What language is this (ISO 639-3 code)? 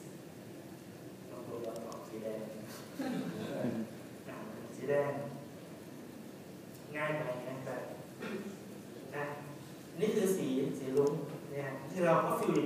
tha